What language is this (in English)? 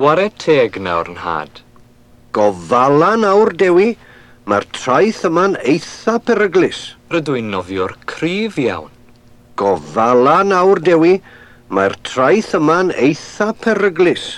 Welsh